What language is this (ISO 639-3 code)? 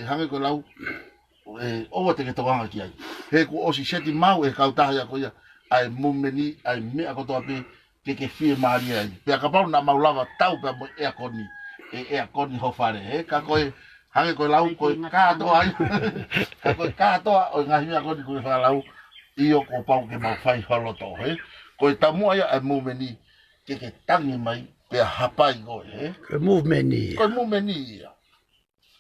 ton